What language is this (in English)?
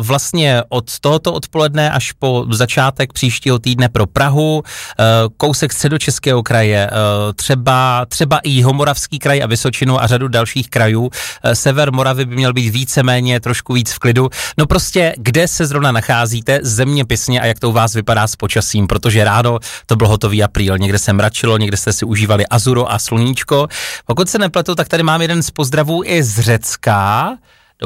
Czech